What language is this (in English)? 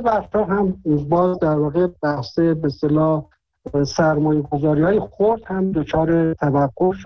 Persian